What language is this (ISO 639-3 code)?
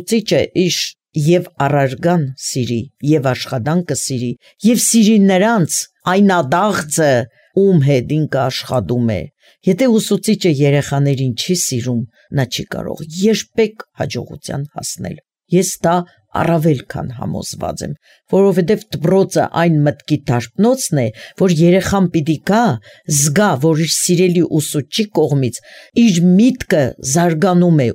hye